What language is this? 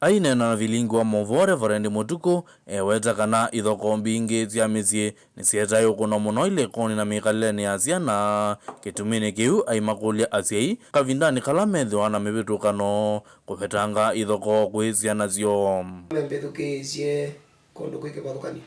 Kamba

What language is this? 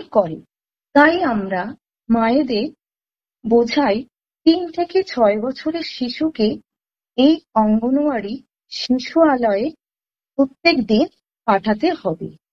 Bangla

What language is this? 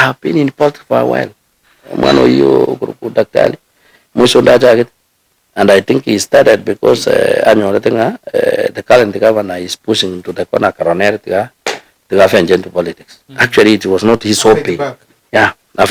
Gusii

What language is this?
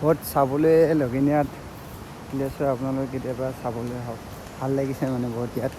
Assamese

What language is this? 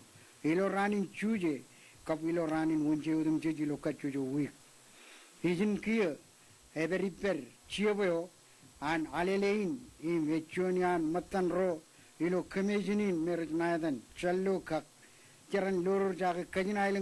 Marshallese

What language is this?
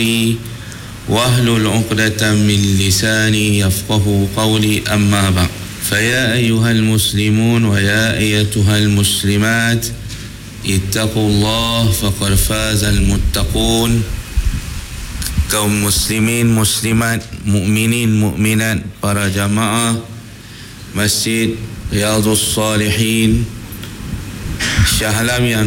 Malay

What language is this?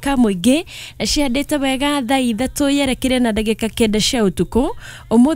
Kikuyu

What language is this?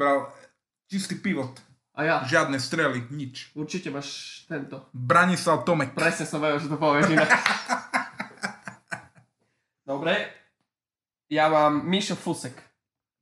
Slovak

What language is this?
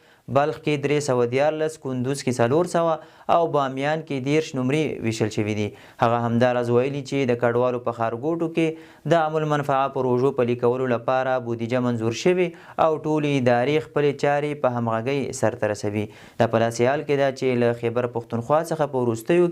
Pashto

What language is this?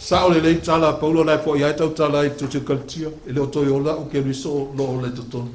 Samoan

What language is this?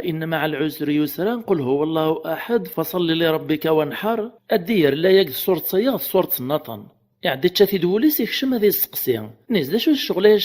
Kabyle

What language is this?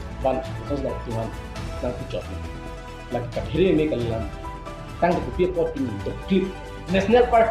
Karbi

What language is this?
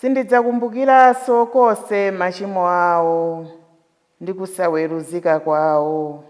Nyanja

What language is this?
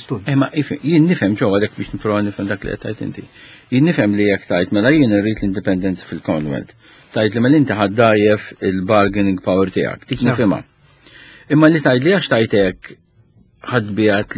Maltese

